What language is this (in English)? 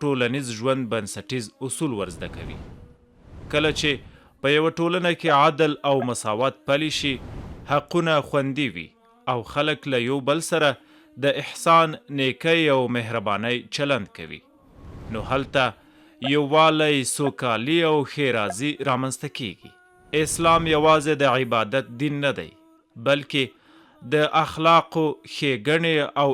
Pashto